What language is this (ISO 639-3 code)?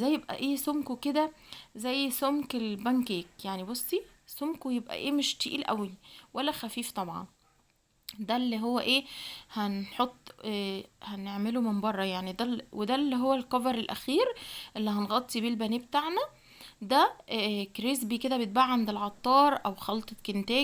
arz